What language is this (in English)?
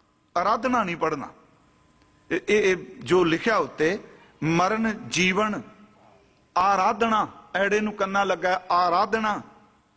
Punjabi